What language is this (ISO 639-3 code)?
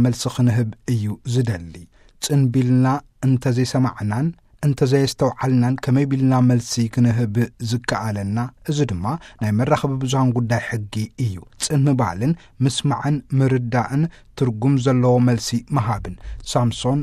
tir